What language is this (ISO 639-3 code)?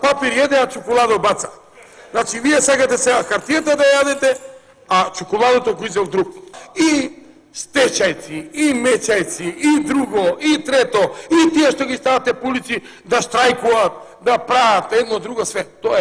mkd